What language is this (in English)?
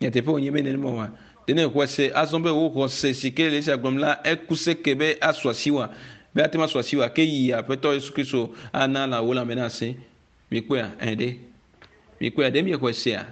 Ewe